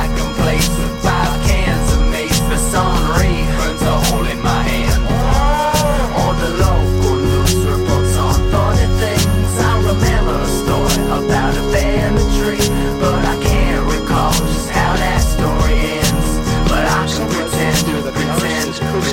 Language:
English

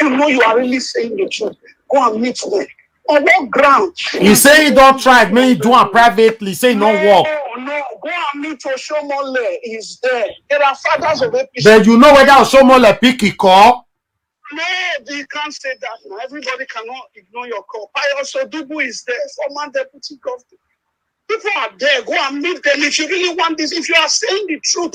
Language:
Nigerian Pidgin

